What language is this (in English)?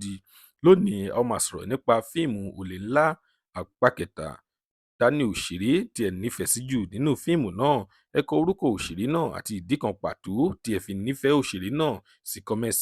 Yoruba